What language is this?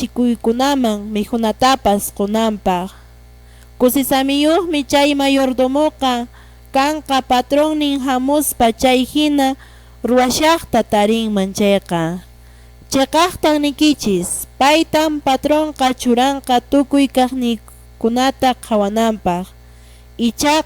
Quechua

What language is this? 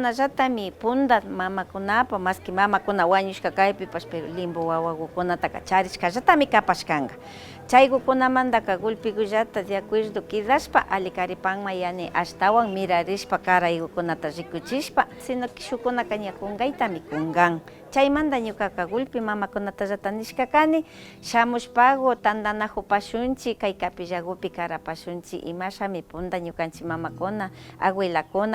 Imbabura Highland Quichua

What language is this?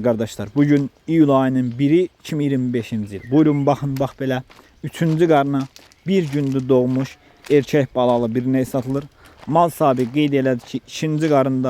Azerbaijani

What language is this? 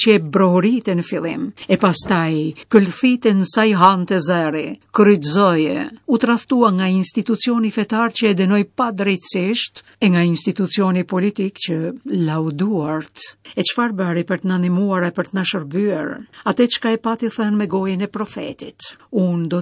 Albanian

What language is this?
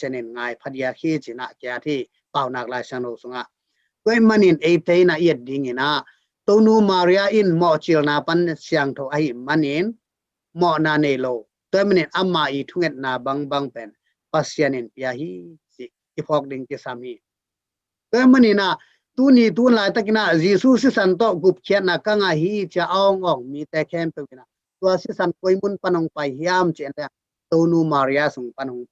Tedim Chin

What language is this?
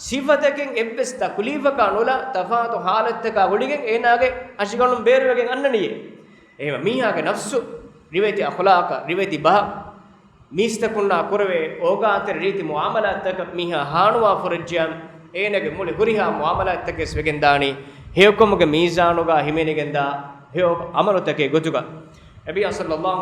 Divehi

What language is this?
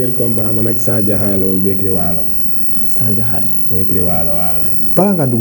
Wolof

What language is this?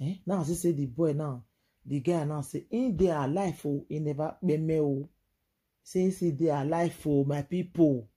Nigerian Pidgin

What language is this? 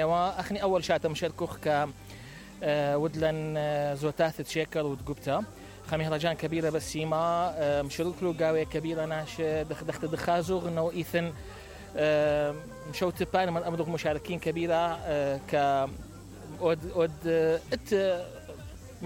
Mesopotamian Arabic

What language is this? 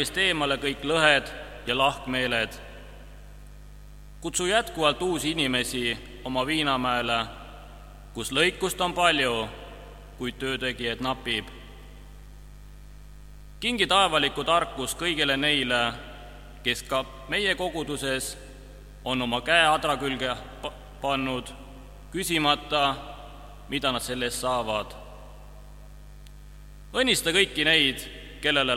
Estonian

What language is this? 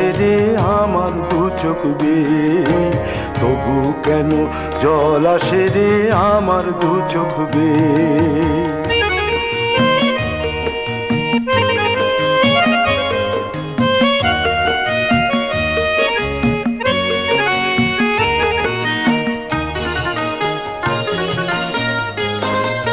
Bangla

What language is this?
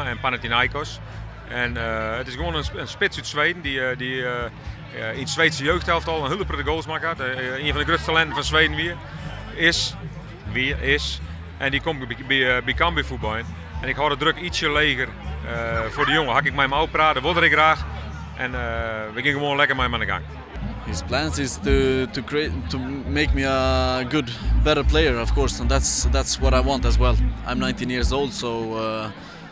Western Frisian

